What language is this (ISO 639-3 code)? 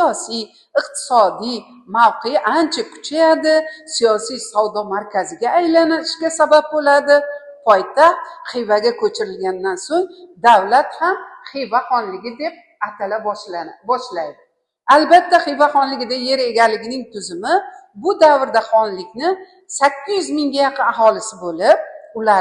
uzb